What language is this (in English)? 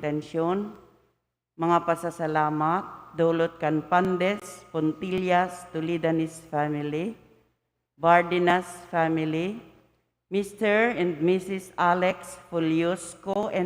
Bikol